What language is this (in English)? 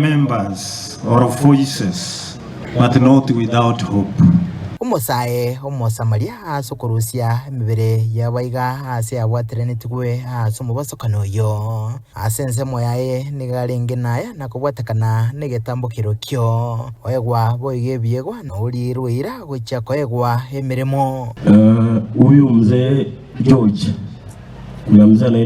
Gusii